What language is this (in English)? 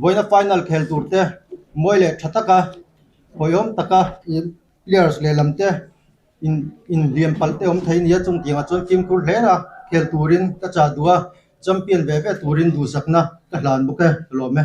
Mizo